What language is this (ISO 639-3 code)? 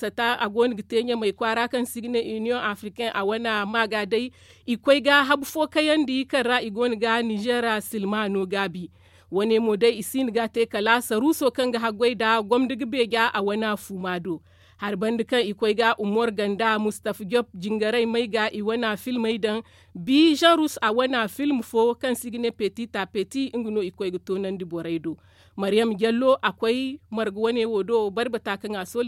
dje